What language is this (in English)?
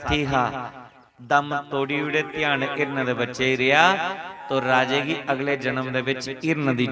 Dogri